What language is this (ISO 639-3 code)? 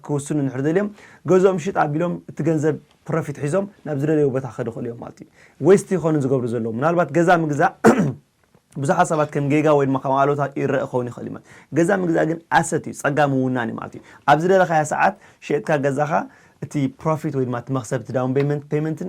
tir